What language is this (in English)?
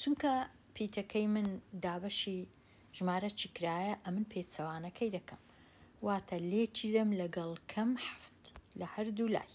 Central Kurdish